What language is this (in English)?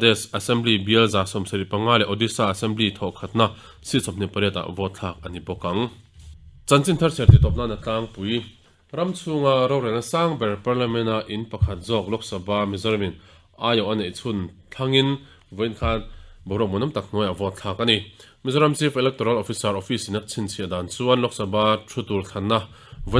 Mizo